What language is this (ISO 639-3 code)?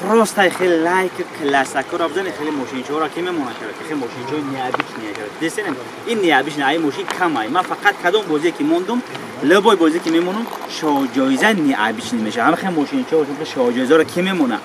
tgk